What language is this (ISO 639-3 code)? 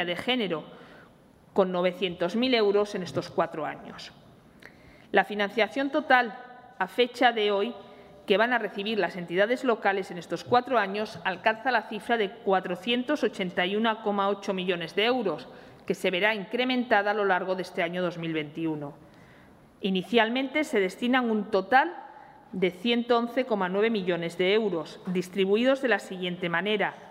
spa